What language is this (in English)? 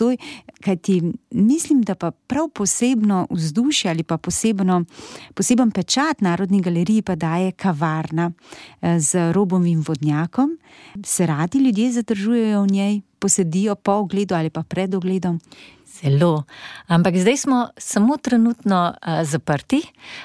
Slovenian